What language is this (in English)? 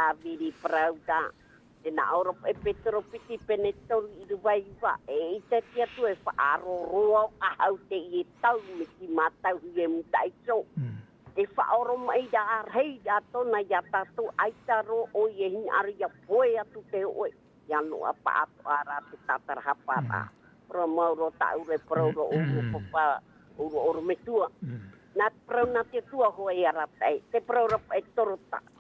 Tahitian